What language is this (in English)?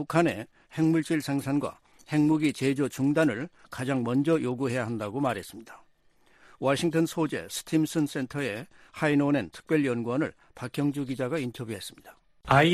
Korean